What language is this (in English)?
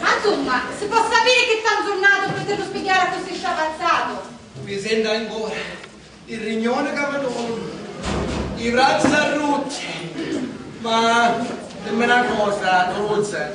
Sicilian